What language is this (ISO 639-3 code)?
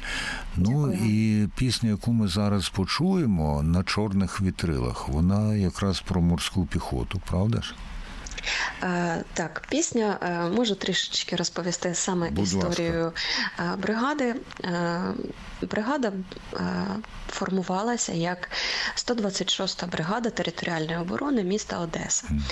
ukr